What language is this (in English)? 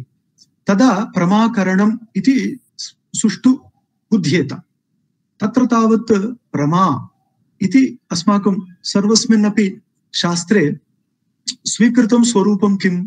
Sanskrit